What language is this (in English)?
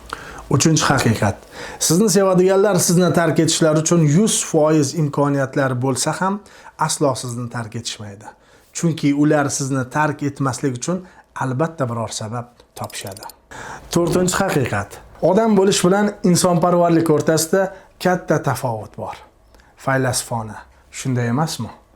Uzbek